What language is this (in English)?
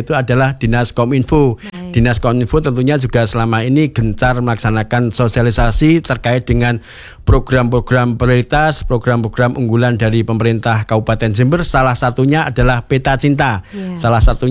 Indonesian